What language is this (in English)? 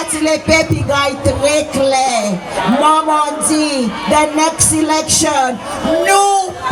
Seselwa Creole French